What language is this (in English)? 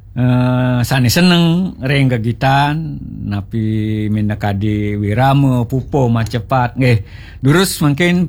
Balinese